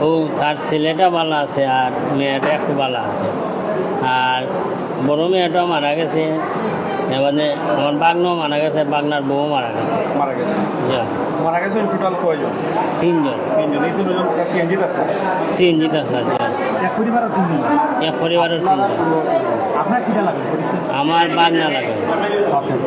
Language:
Sylheti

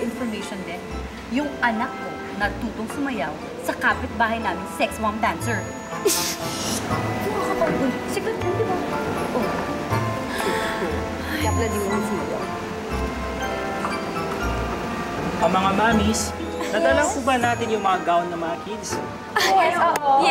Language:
Filipino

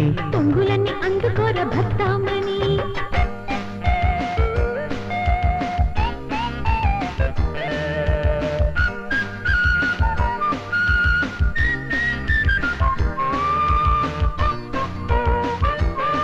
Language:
Telugu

